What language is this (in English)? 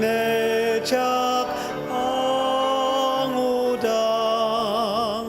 Ao Naga